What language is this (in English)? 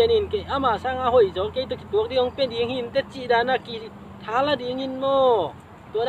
Tedim Chin